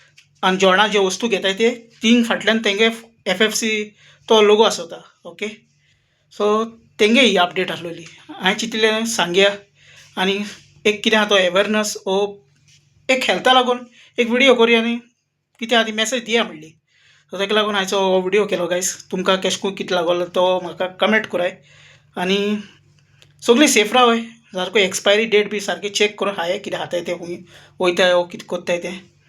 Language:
Konkani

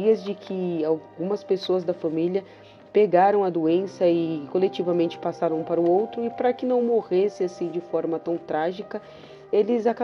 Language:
Portuguese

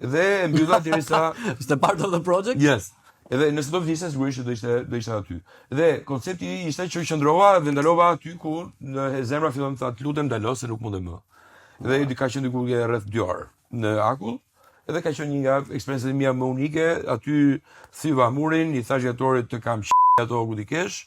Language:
Albanian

